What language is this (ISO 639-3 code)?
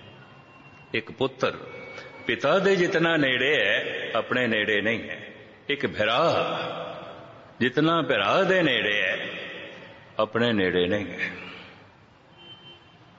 pan